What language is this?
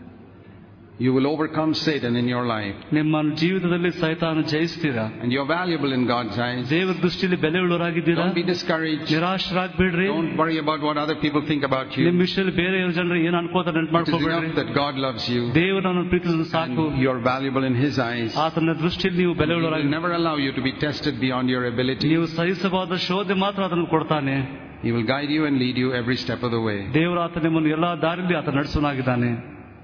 Kannada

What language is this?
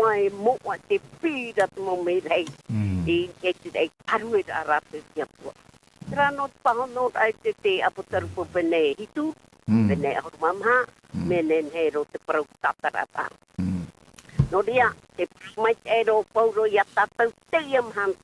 Tahitian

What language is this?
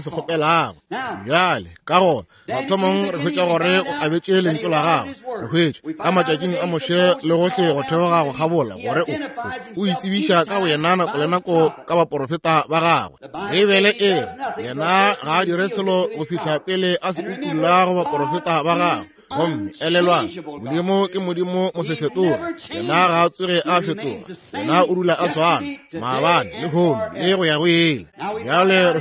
Northern Sotho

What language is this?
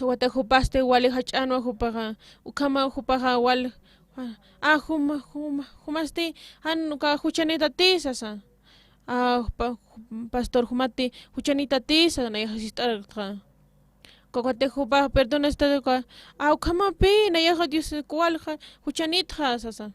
Aymara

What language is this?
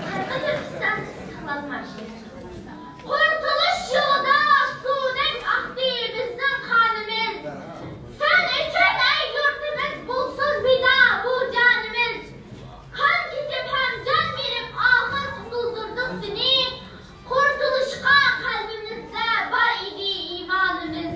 Uyghur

